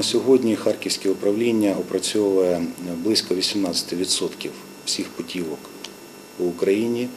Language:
Ukrainian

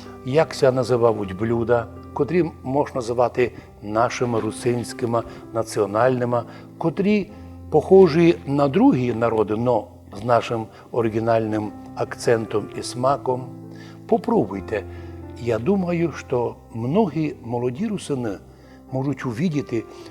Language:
Rusyn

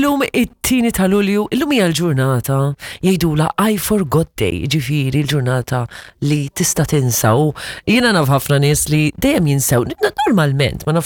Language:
Maltese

